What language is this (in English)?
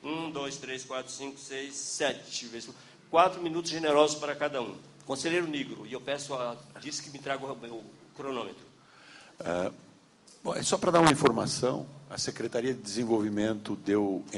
Portuguese